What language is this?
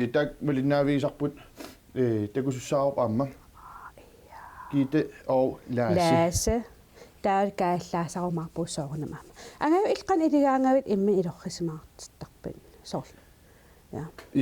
Kalaallisut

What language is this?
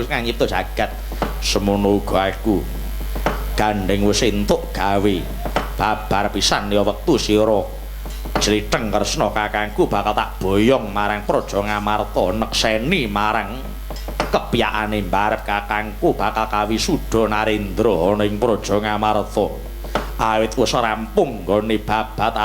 Javanese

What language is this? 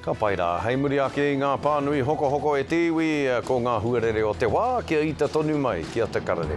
Māori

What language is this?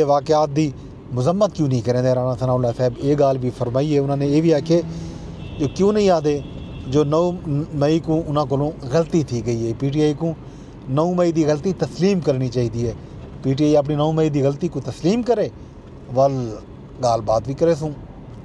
Saraiki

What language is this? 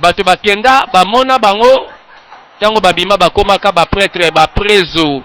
Lingala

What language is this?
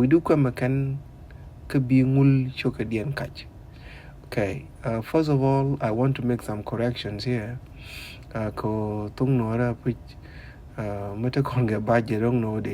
Nuer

